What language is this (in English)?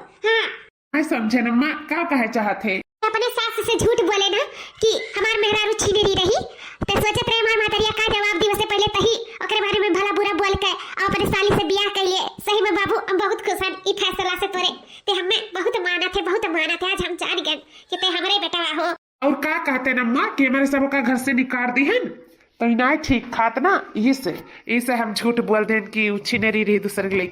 Awadhi